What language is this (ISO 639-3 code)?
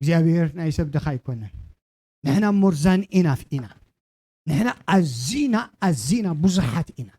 tir